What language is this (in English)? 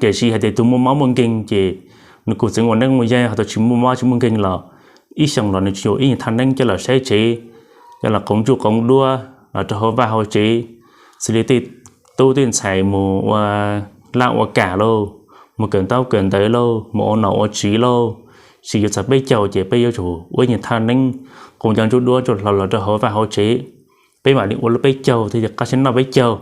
Hmong